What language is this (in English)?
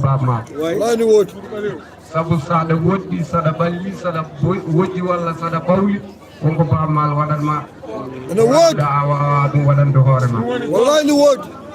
Fula